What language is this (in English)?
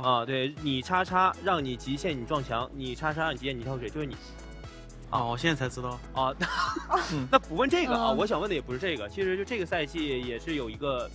Chinese